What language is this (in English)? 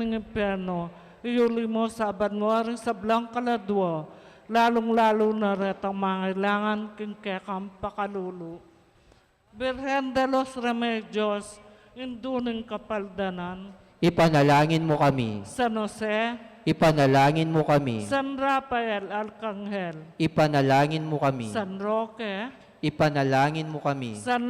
Pampanga